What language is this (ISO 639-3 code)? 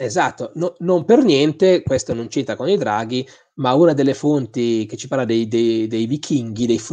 ita